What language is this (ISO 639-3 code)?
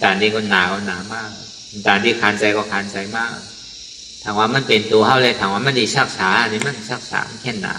shn